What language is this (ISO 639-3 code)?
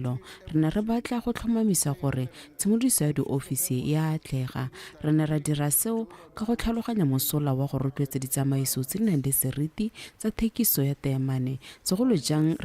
tsn